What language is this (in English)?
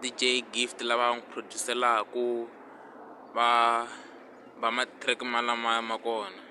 Tsonga